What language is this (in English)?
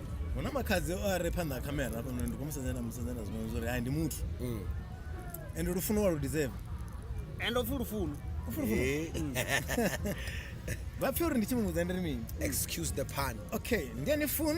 Venda